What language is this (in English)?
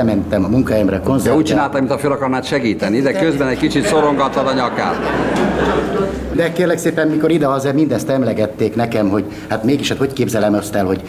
Hungarian